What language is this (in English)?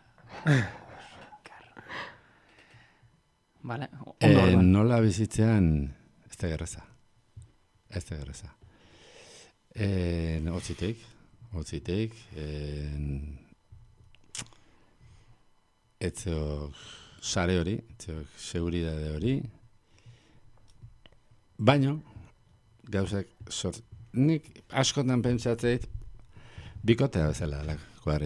Basque